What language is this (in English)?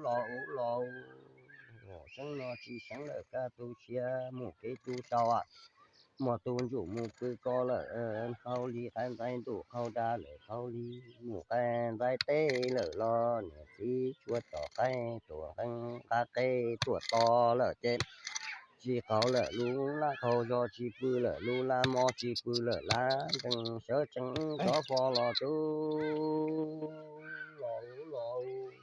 Hmong